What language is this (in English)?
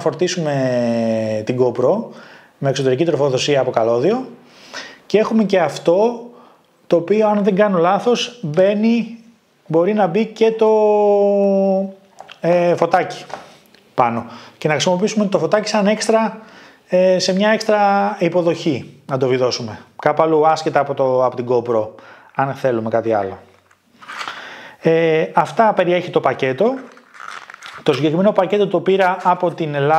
Greek